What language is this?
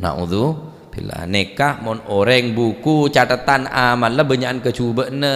Madurese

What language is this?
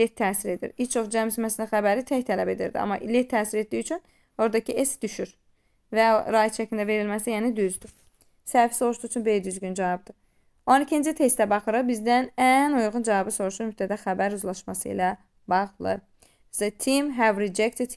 Azerbaijani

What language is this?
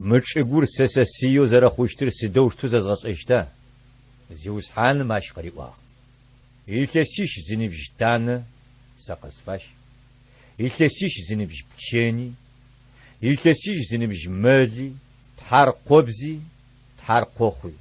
Adyghe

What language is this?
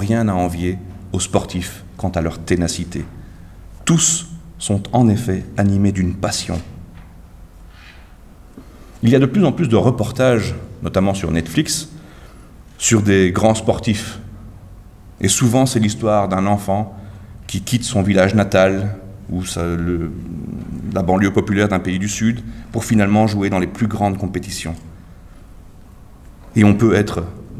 French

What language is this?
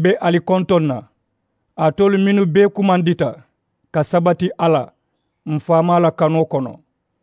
Mandingo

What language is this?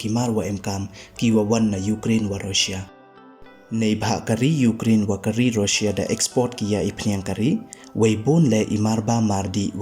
Pnar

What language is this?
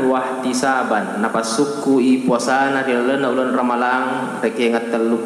Buginese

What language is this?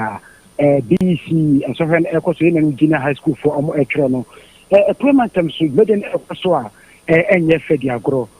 Akan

